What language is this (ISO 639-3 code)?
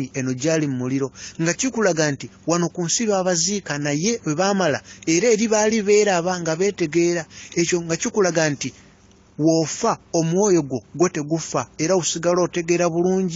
lug